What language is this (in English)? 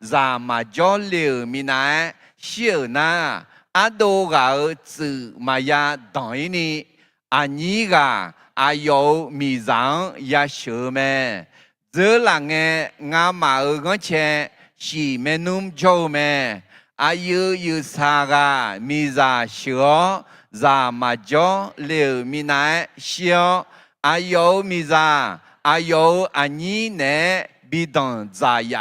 Akha